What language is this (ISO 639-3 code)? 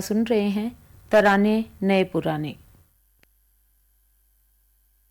hin